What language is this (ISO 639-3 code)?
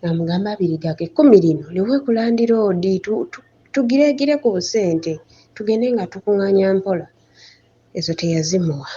lug